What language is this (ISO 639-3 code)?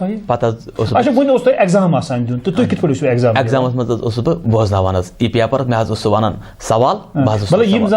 kas